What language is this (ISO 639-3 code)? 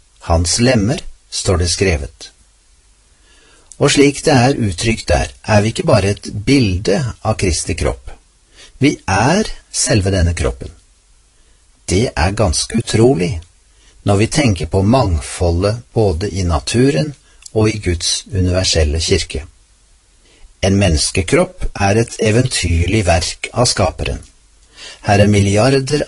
nor